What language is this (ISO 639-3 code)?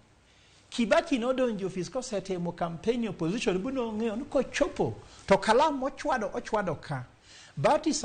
luo